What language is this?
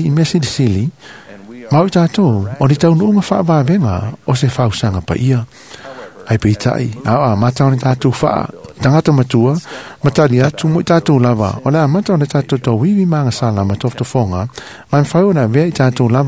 Samoan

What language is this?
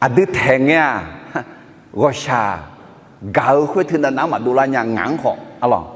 Akha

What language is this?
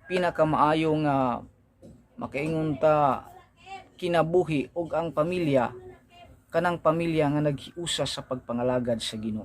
Cebuano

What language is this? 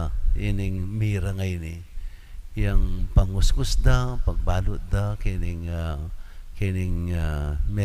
Pampanga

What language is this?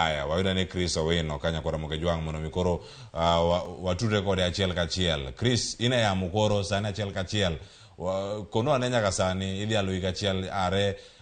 Luo (Kenya and Tanzania)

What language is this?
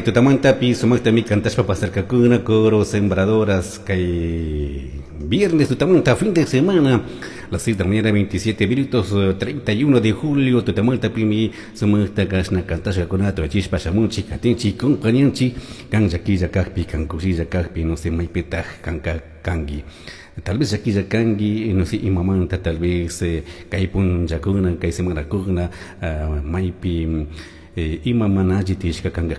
Chimborazo Highland Quichua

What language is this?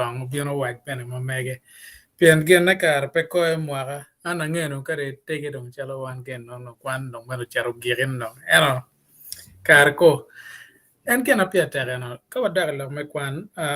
Acoli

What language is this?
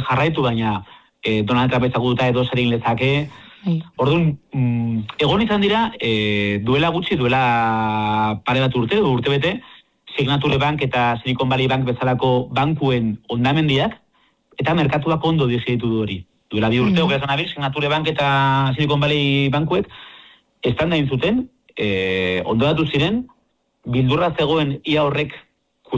Basque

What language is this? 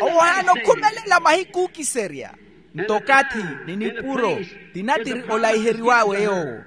Makhuwa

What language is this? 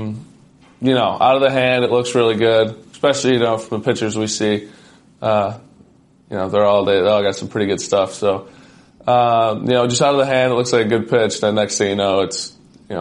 English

